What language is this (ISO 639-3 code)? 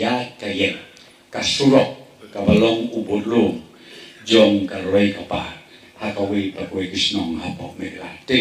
kha